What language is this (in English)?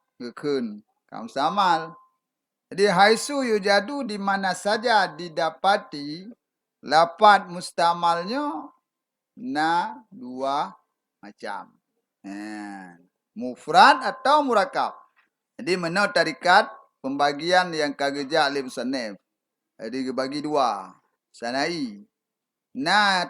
Achinese